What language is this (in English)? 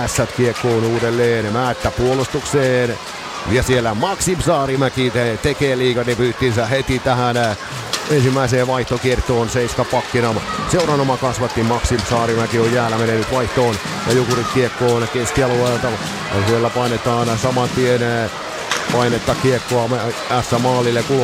Finnish